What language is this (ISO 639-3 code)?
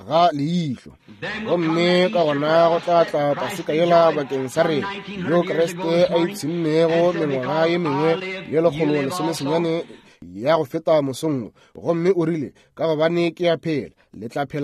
nso